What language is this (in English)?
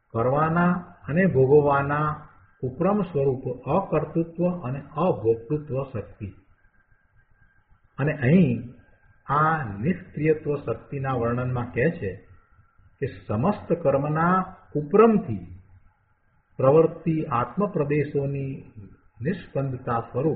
Gujarati